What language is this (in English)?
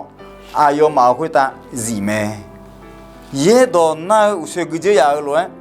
Akha